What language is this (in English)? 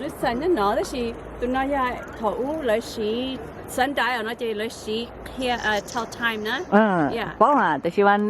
Hmong